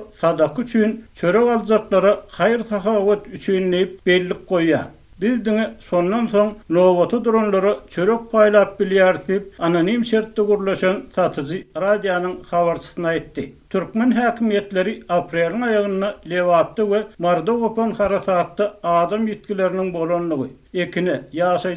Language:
Turkmen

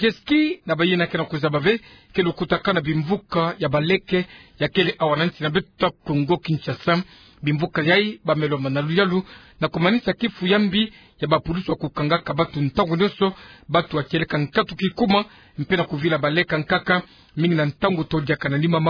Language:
Kituba (Democratic Republic of Congo)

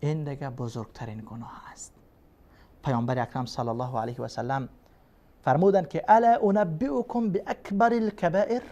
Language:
Persian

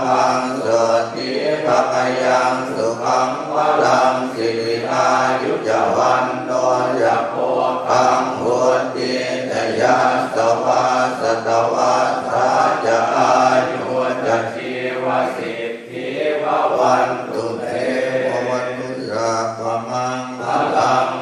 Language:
Pali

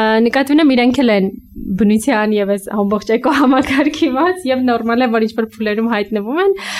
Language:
Armenian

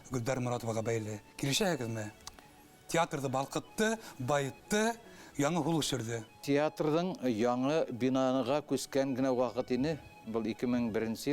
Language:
Bashkir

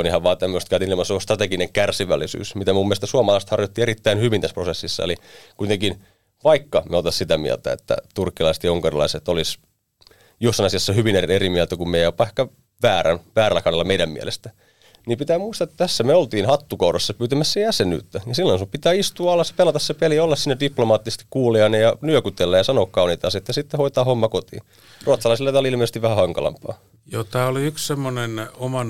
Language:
Finnish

